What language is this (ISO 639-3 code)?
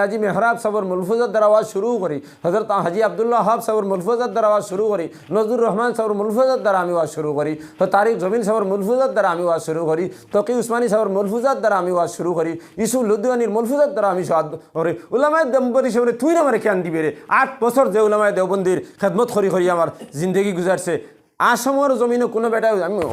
syl